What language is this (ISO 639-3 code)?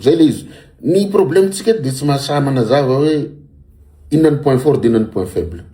mlg